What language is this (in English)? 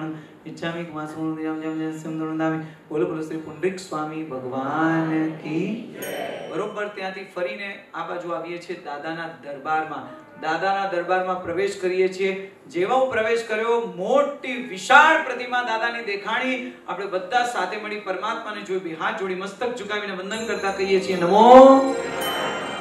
Gujarati